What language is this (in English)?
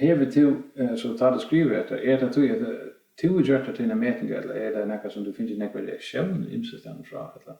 Faroese